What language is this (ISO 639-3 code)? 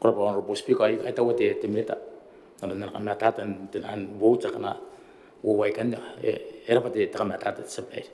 gil